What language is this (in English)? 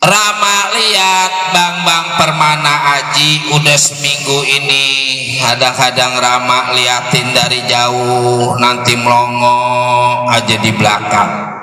Betawi